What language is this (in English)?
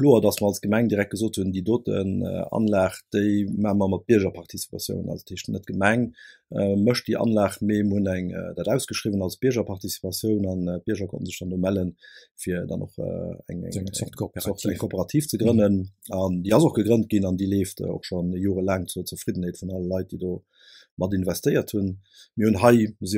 Luxembourgish